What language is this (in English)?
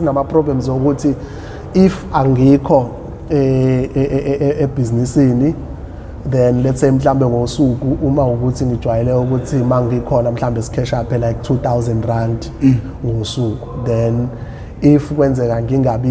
Zulu